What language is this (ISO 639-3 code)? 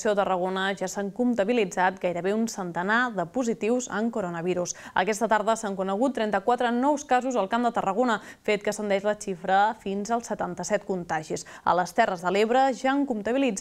cat